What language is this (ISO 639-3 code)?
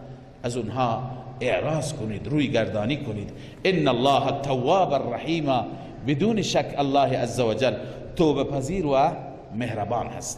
fas